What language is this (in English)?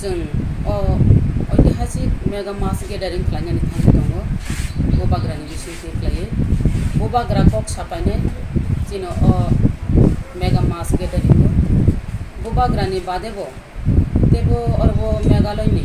Kok Borok